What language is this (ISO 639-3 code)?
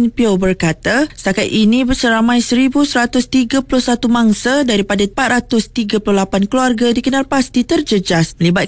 msa